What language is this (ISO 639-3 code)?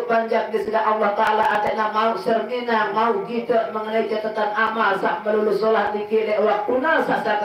sas